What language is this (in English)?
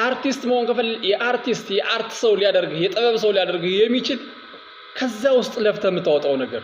Amharic